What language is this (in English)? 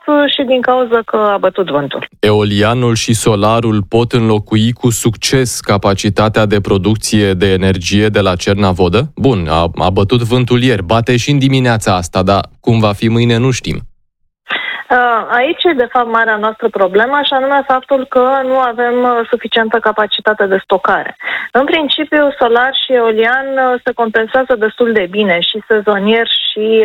Romanian